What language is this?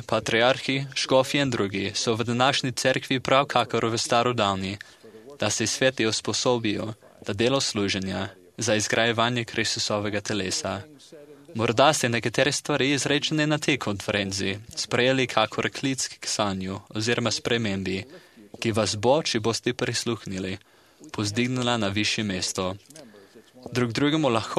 Slovenian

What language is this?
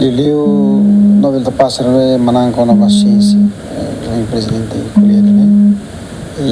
Tetum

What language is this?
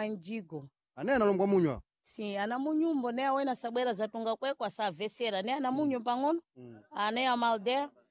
Sena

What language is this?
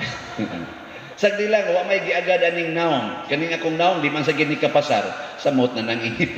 Cebuano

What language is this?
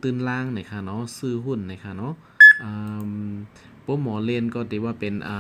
Shan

